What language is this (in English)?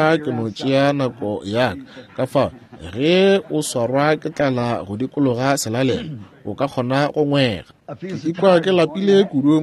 Northern Sotho